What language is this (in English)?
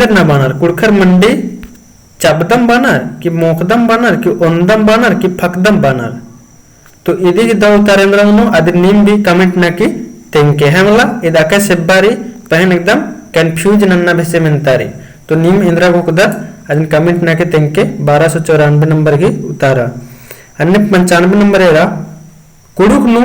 Kurukh